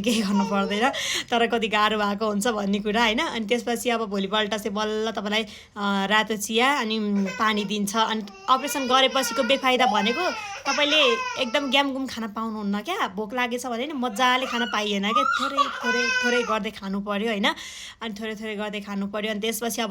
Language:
Nepali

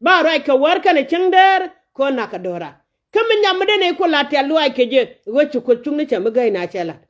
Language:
Nuer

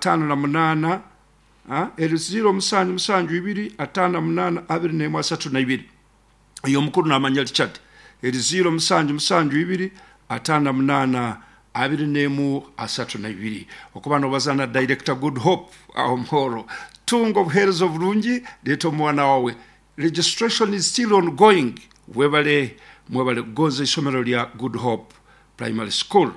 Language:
Nyankole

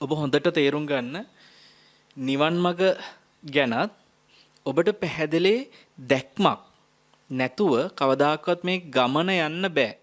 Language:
Sinhala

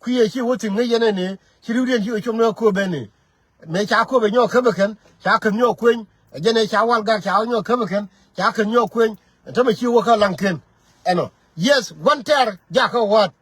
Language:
Nuer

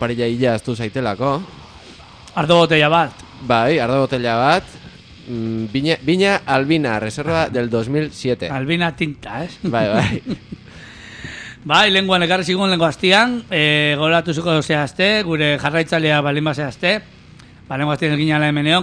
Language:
Basque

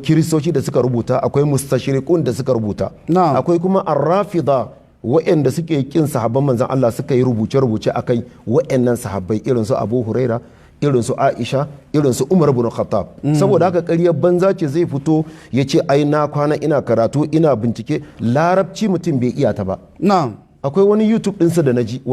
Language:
Hausa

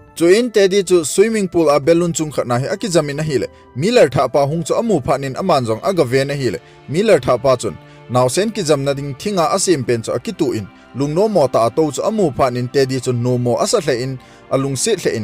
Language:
Thado Chin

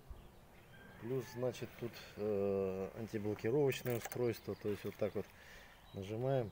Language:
Russian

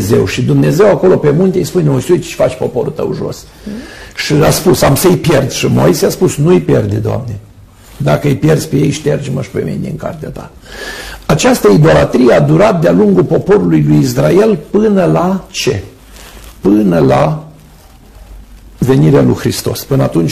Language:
Romanian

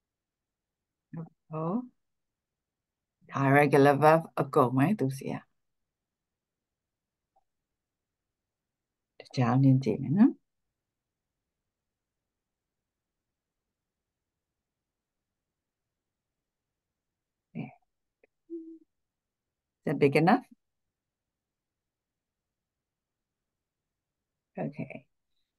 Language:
Burmese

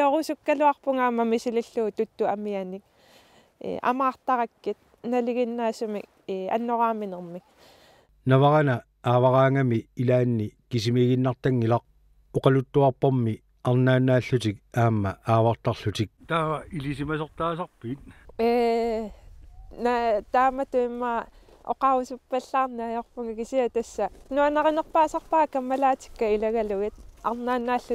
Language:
Kalaallisut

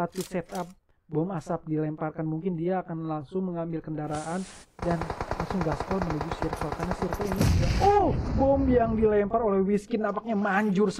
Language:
Indonesian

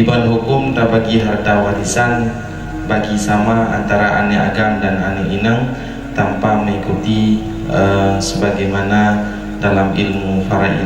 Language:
Achinese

